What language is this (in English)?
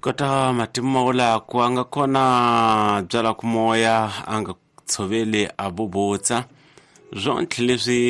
Tsonga